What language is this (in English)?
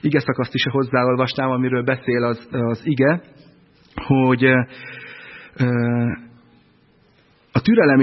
Hungarian